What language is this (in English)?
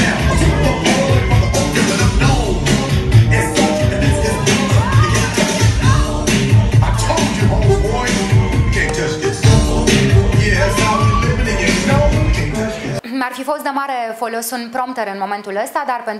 Romanian